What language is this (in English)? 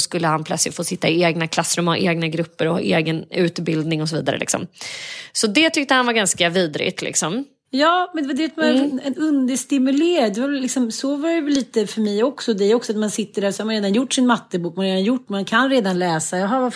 Swedish